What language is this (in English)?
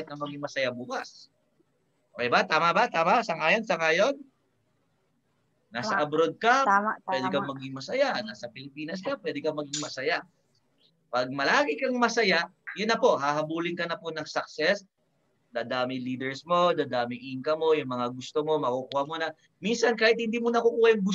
Filipino